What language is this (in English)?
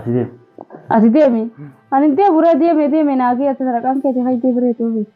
Oromo